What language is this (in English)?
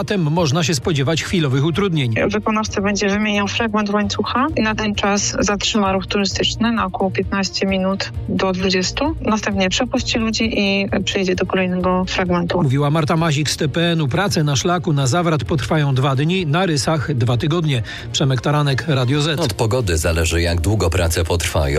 Polish